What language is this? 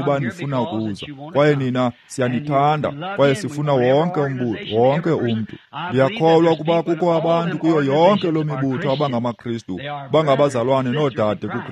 Xhosa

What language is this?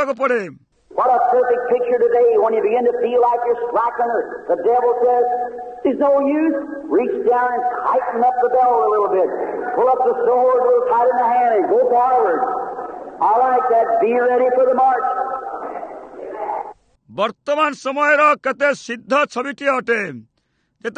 Odia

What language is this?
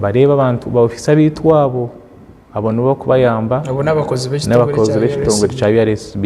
Nyankole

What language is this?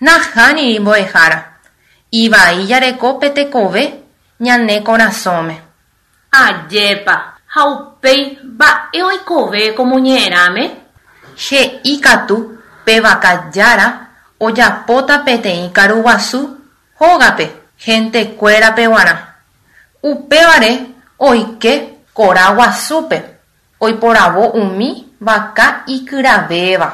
Guarani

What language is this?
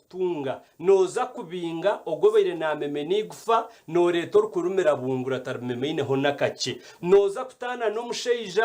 Nyankole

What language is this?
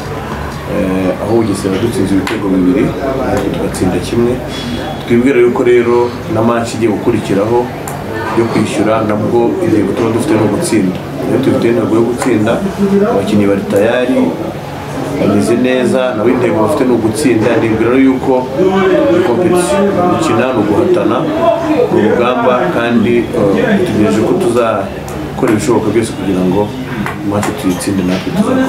Kinyarwanda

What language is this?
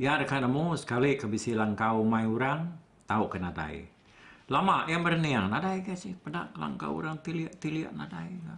Iban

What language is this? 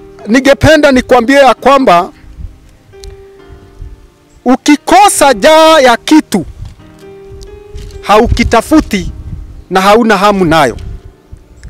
Swahili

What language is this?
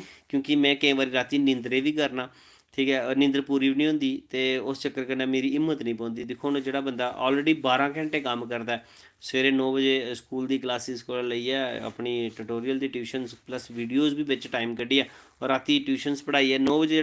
Dogri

